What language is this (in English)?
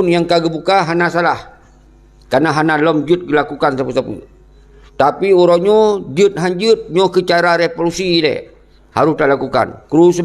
Achinese